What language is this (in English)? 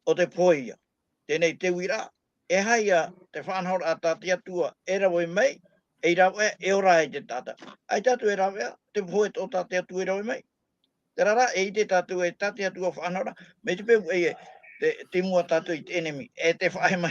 Tahitian